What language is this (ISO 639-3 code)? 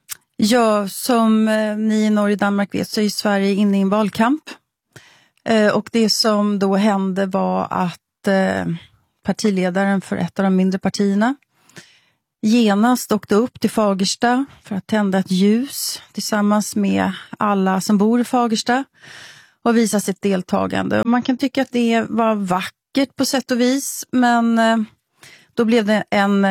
swe